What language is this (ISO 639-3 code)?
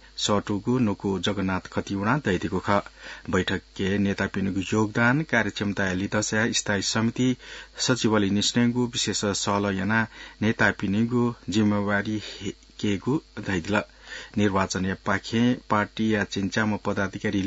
new